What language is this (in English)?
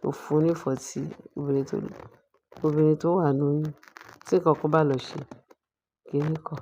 Yoruba